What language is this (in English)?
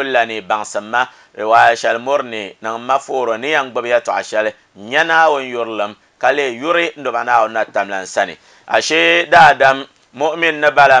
Dagbani